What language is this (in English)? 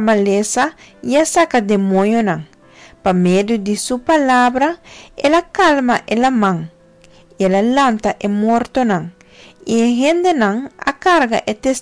Papiamento